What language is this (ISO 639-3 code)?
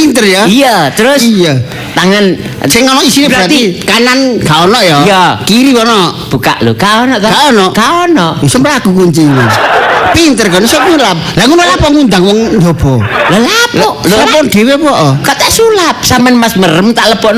jav